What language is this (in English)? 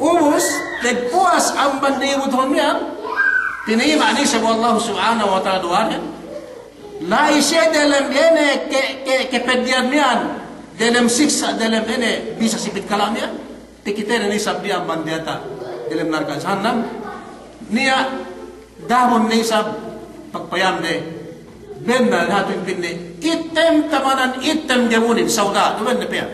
Yakan